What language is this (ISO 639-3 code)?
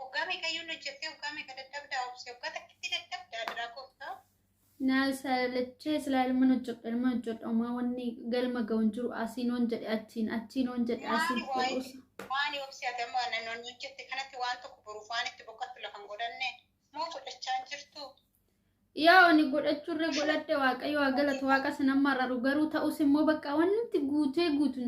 orm